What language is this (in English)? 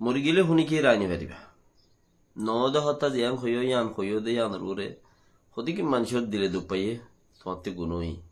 Rohingya